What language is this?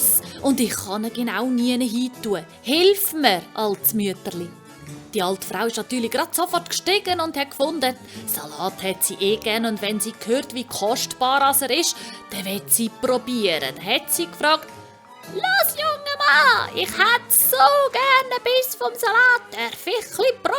Swiss German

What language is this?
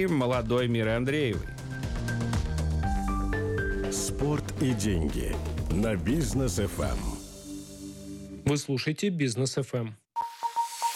Russian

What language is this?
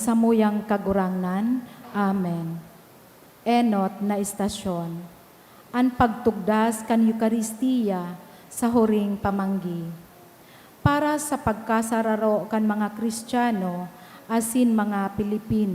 Bikol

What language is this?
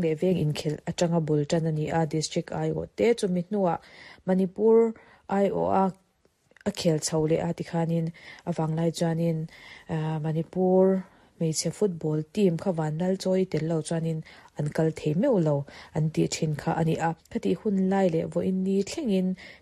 Mizo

